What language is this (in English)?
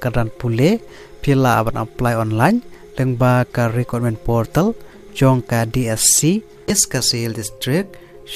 Khasi